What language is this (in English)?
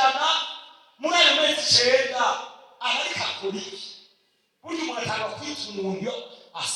Rundi